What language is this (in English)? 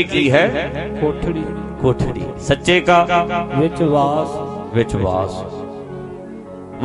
Punjabi